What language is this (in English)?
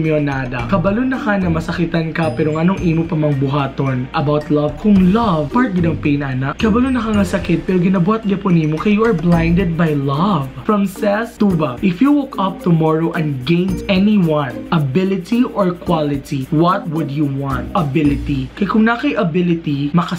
Cebuano